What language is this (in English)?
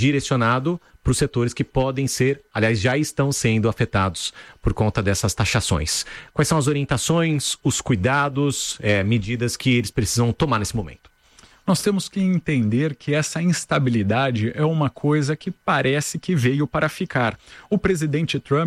Portuguese